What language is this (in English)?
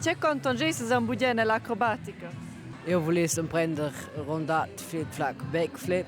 Romansh